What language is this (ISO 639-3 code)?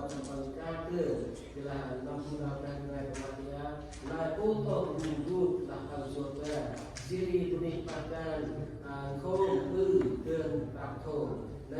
cmo